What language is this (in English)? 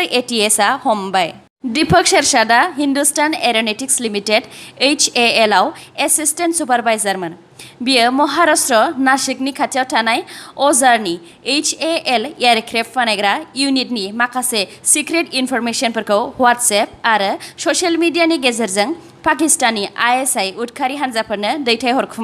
Bodo